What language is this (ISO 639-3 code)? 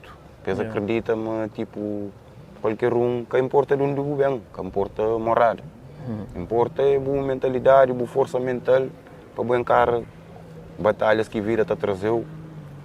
kea